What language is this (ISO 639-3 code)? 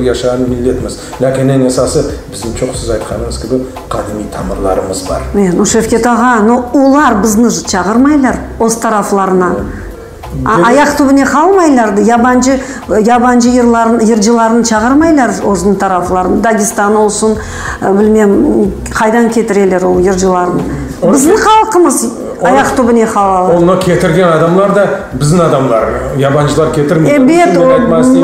crh